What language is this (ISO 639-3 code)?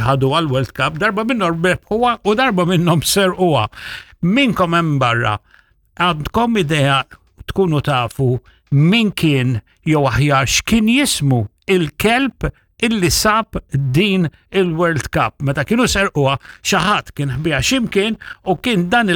mlt